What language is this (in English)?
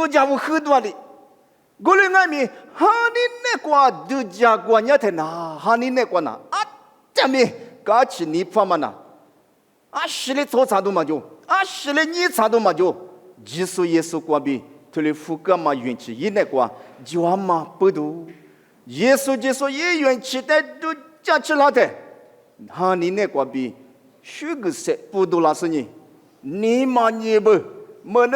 Lisu